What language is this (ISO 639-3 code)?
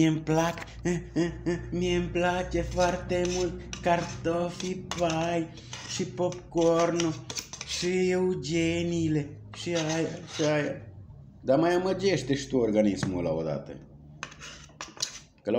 ron